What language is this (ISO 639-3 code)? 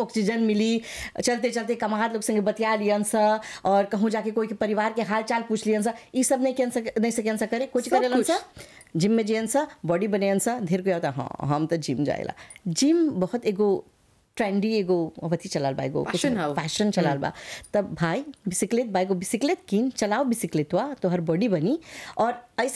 bho